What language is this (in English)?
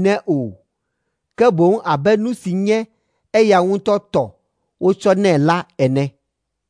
Ewe